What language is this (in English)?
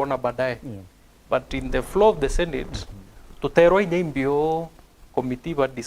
Meru